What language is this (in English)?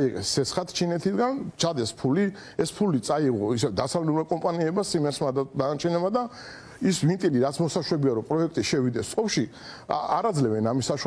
Georgian